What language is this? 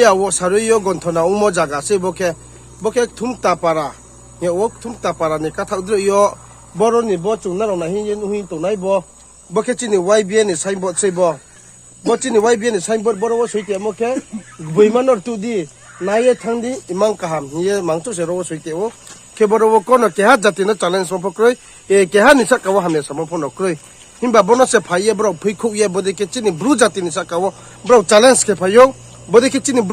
Riang (India)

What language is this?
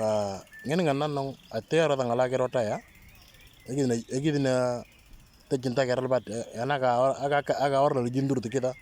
Moro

